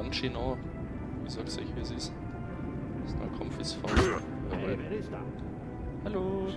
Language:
Bavarian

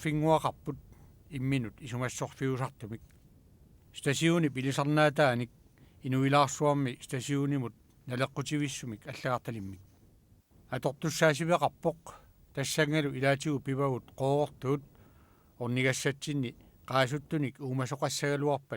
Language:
Kalaallisut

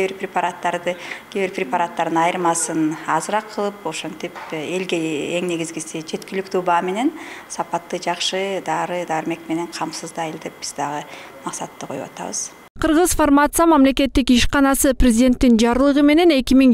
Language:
Kyrgyz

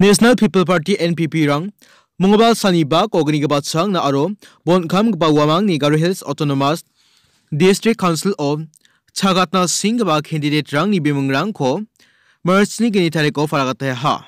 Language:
Garo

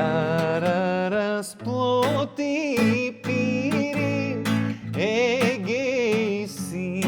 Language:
Macedonian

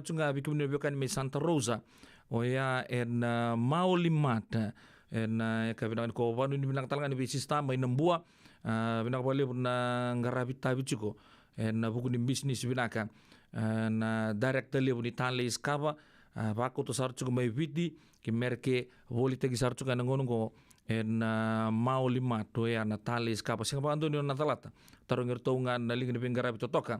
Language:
Fijian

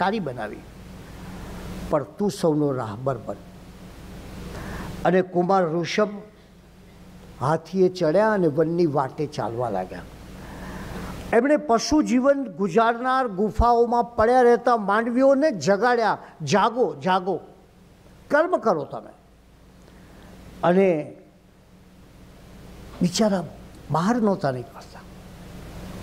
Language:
Gujarati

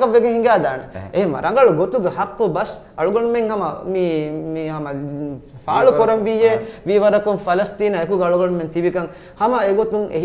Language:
Divehi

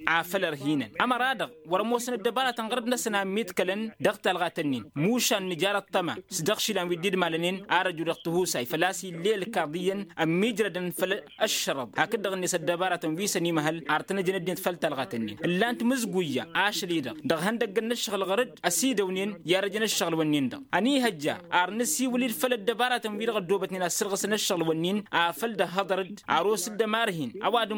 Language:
Tamasheq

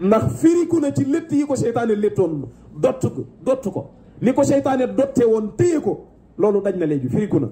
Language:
Wolof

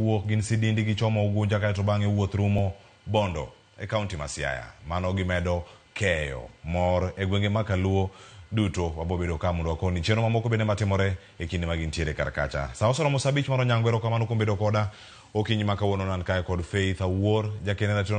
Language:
Luo (Kenya and Tanzania)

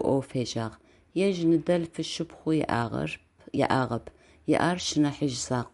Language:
Adyghe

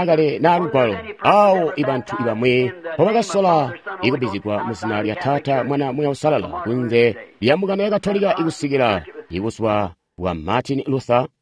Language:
Tonga (Zambia)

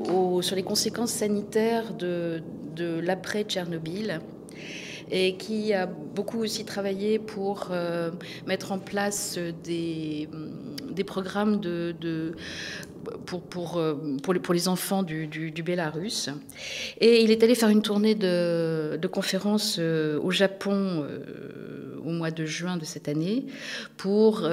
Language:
French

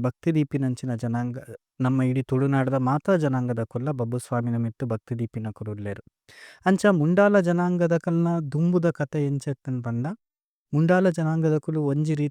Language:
Tulu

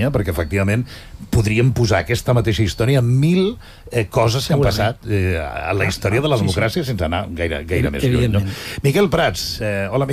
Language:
Catalan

